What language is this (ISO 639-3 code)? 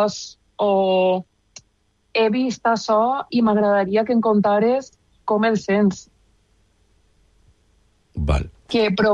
cat